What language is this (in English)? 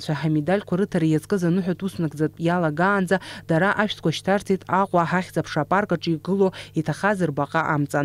Abkhazian